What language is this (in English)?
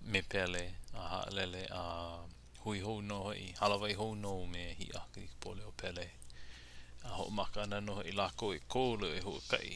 Hawaiian